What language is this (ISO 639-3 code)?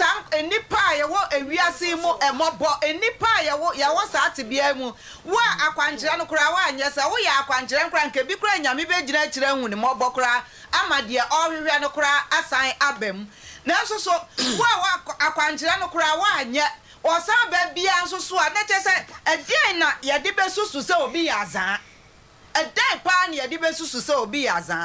aka